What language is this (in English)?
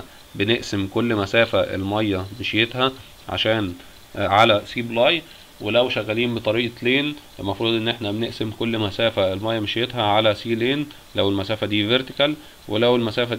Egyptian Arabic